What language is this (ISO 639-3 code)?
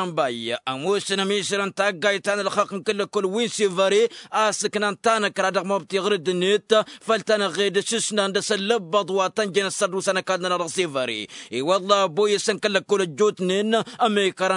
taq